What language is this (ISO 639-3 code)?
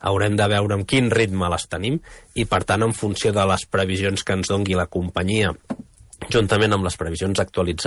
cat